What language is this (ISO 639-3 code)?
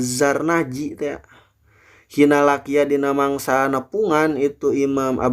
sun